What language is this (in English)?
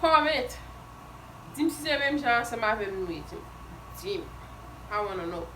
Haitian Creole